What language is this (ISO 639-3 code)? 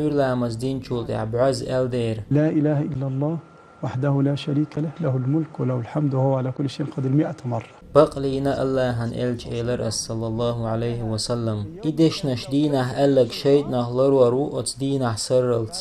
che